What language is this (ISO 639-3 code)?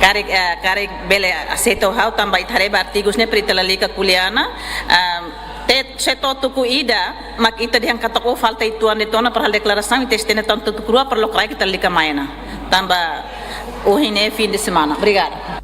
tet